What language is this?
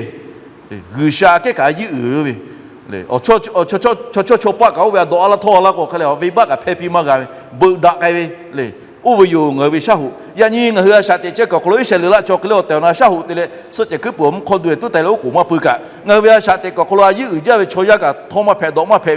Lahu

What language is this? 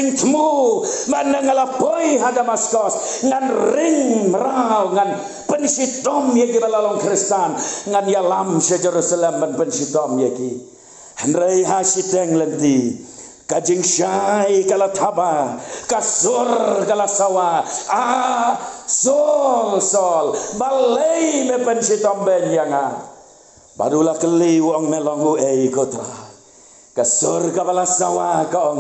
Khasi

